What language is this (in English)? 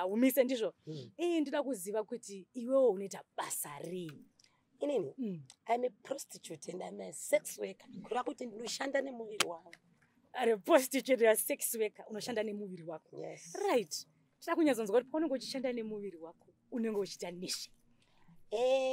Shona